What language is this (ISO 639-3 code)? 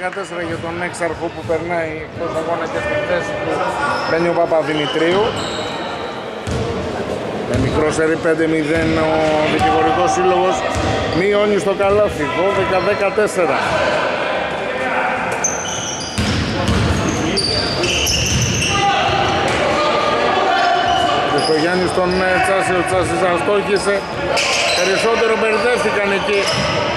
ell